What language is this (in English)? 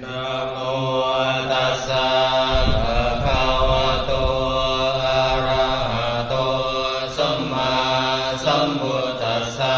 Pali